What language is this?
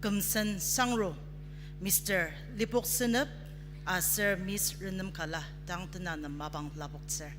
Ao Naga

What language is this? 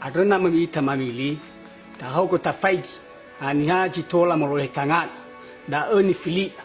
Nias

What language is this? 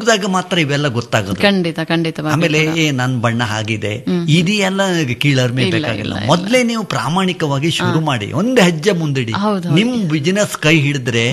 Kannada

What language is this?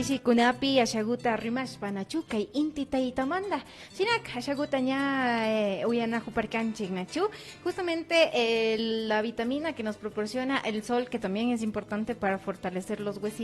Imbabura Highland Quichua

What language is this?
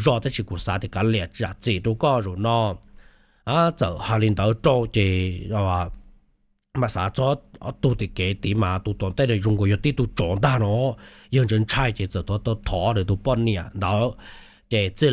Hmong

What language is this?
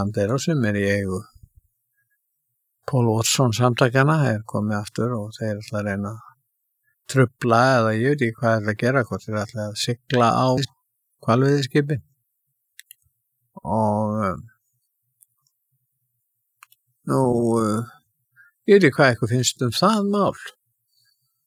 Icelandic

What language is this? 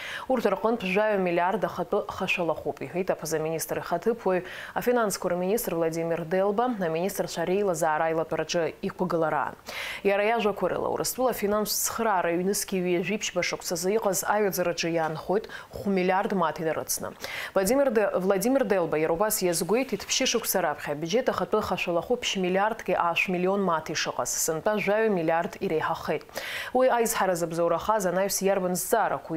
Abkhazian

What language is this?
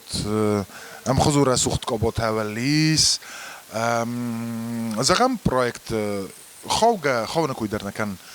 Ossetic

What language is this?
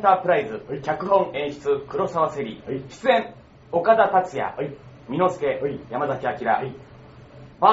Japanese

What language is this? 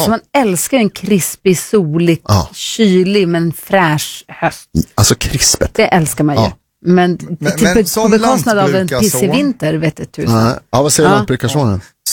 Swedish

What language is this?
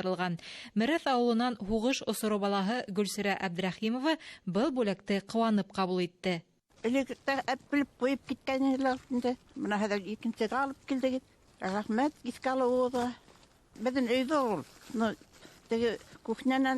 Bashkir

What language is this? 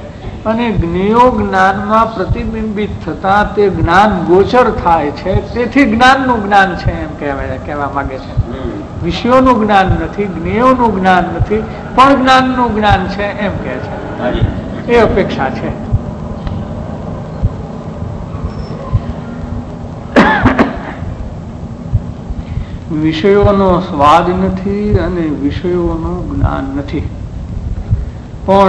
Gujarati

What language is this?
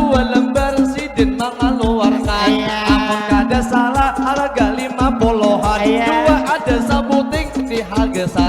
Banjar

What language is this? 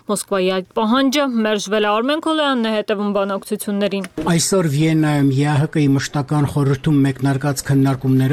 Armenian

